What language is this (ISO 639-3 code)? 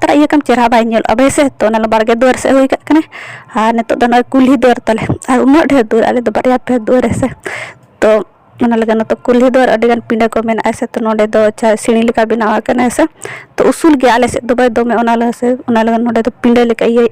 sat